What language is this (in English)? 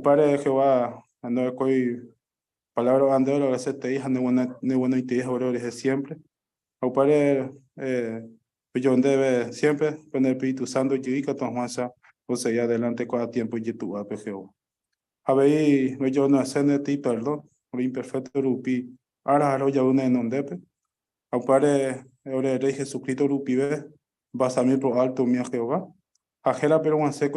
Guarani